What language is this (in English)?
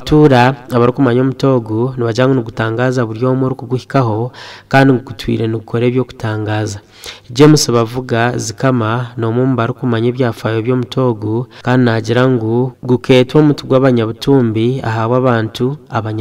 Nyankole